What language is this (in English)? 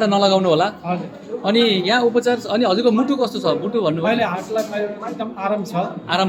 Nepali